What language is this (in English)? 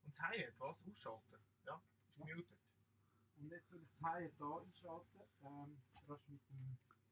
Swiss German